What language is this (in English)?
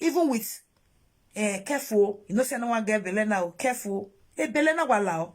Nigerian Pidgin